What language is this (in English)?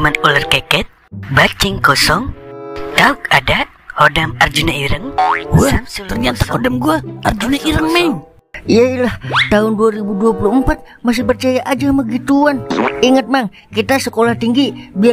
Betawi